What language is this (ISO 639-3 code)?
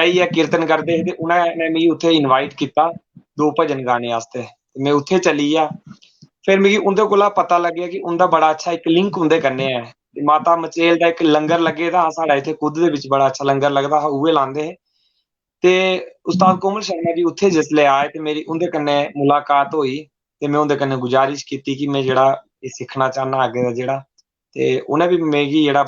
doi